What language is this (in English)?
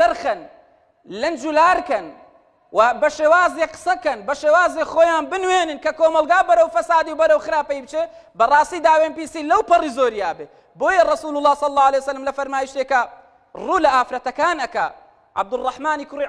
Central Kurdish